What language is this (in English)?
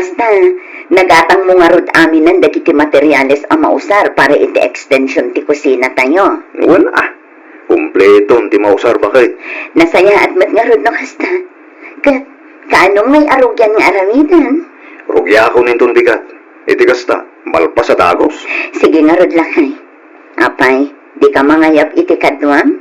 Iloko